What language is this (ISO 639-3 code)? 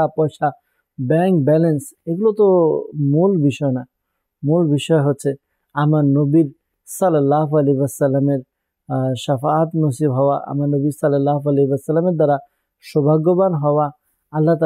ben